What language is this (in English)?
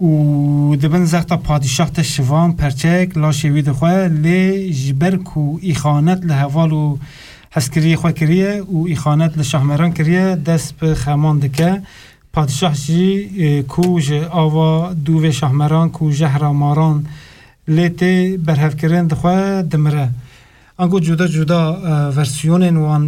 Kurdish